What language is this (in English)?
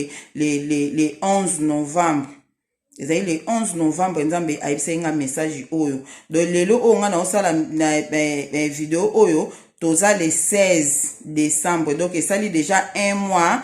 Lingala